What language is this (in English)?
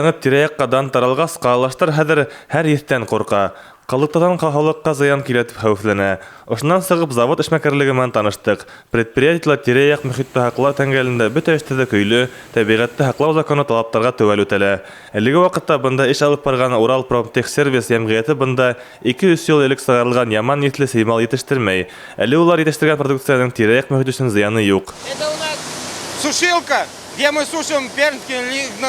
Bashkir